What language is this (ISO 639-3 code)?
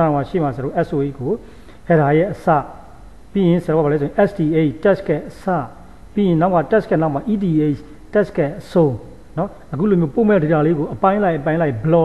mya